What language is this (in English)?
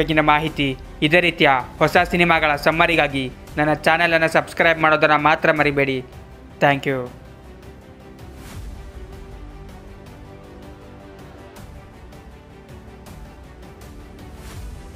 Kannada